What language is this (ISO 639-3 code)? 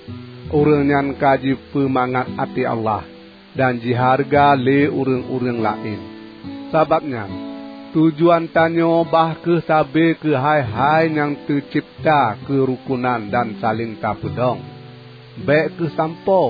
ace